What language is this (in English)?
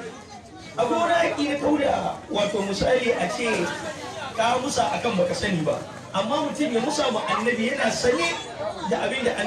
Hausa